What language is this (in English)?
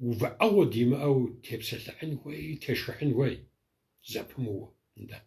Kabardian